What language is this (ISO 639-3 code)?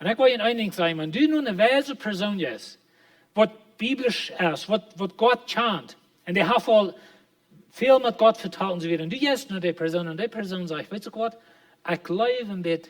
pdt